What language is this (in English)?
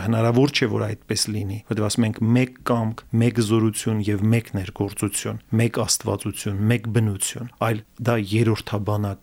Armenian